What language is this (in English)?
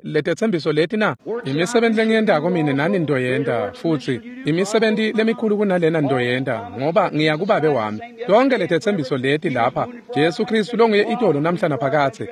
Swati